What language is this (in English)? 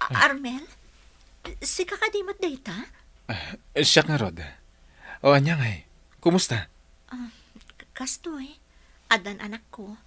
Iloko